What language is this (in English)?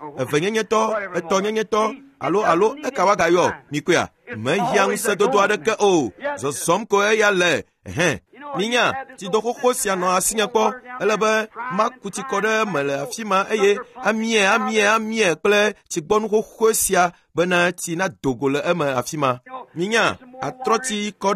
Ewe